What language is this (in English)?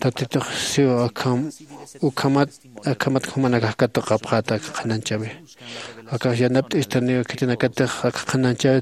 Aymara